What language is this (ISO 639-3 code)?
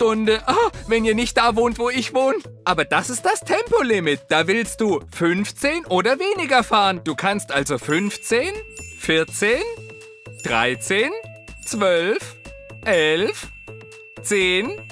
deu